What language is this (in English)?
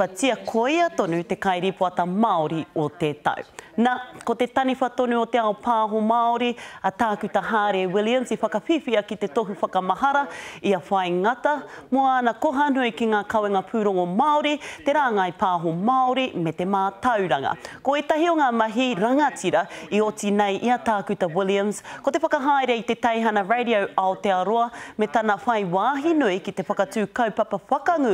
Māori